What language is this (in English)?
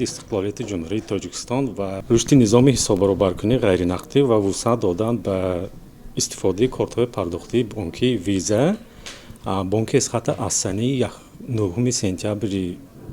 Tajik